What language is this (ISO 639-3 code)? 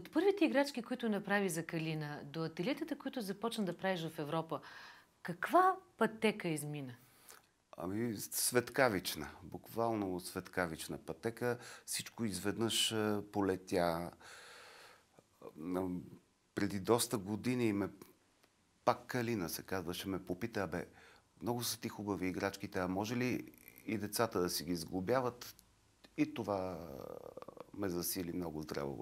bul